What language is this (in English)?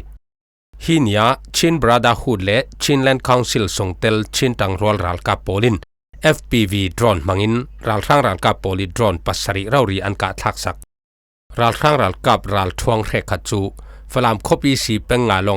Falam Chin